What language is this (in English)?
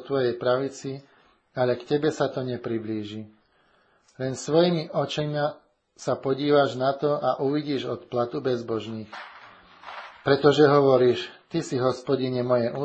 Slovak